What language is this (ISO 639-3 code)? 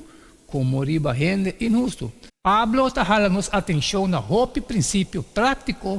pap